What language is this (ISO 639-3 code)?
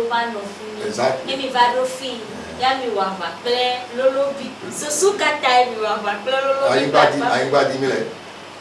ewe